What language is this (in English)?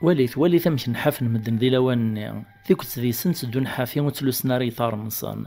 Kabyle